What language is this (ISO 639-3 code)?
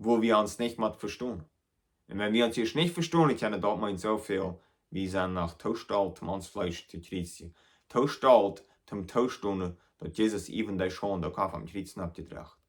pdt